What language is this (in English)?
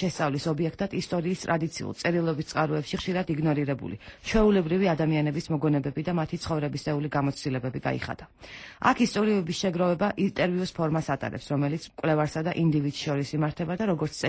Georgian